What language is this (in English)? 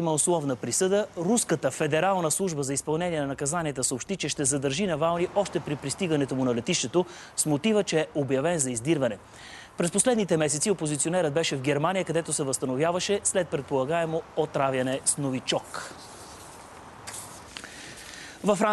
Bulgarian